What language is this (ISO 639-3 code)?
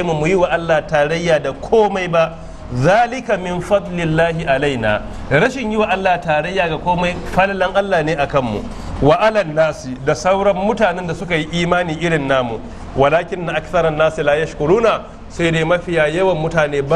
hau